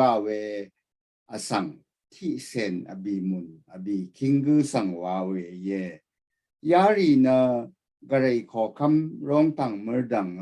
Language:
Rawang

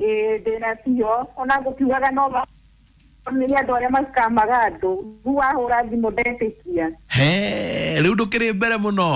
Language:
Kikuyu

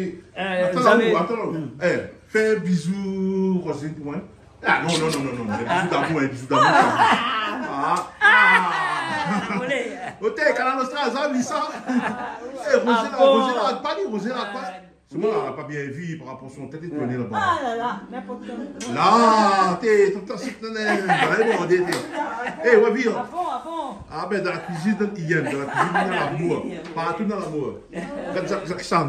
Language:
Réunion Creole French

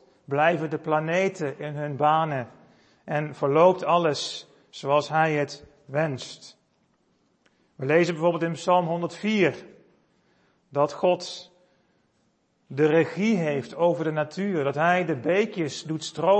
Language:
Dutch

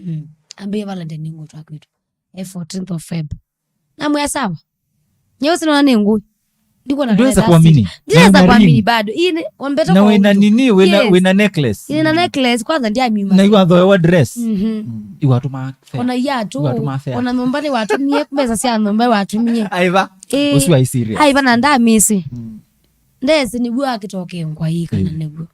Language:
Kamba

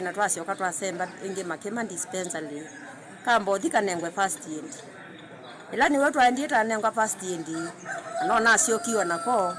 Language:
Kamba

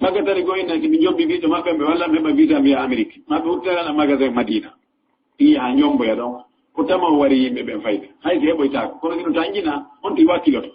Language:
Fula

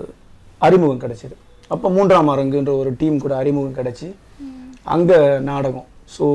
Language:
Tamil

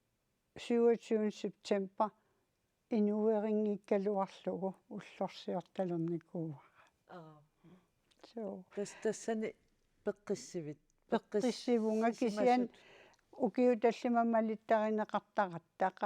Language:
Kalaallisut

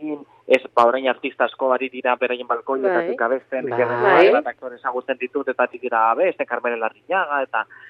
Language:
Basque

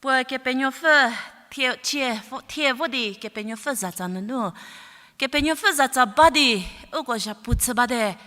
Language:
Angami Naga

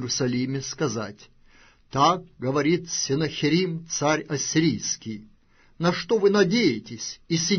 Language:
Russian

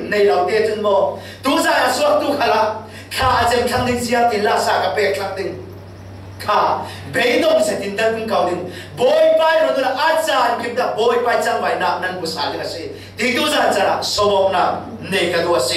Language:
Falam Chin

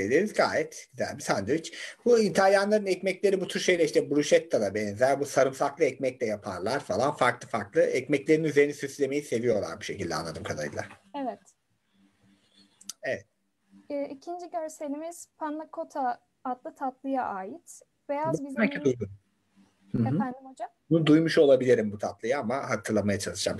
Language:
Turkish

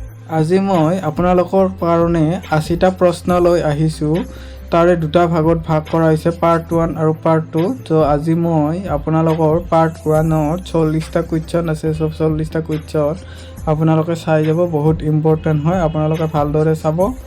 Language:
Assamese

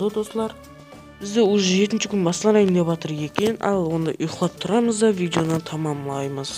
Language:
Kara-Kalpak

